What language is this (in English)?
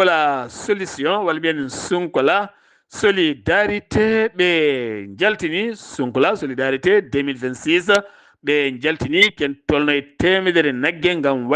Fula